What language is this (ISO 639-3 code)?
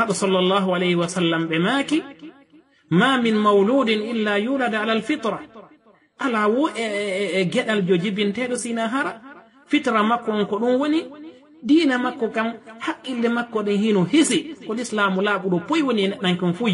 ful